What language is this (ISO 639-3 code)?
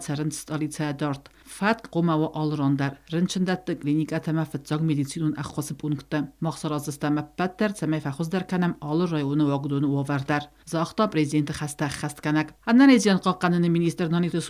oss